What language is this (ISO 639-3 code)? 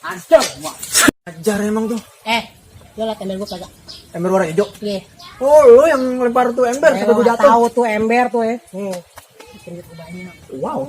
bew